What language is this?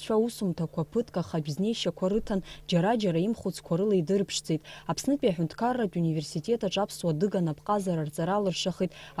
Abkhazian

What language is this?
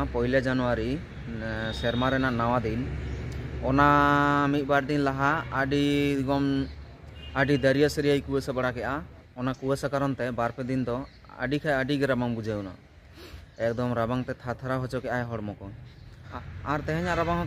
Santali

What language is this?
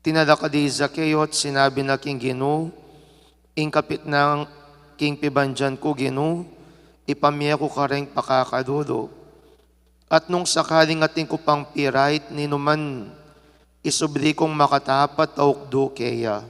Pampanga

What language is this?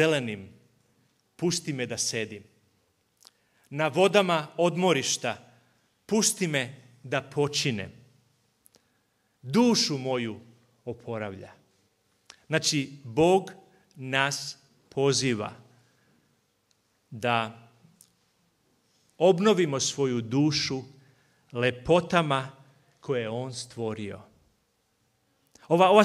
Serbian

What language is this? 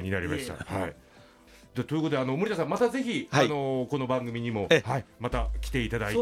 Japanese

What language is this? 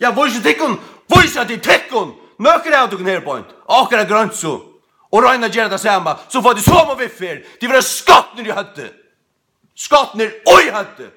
Faroese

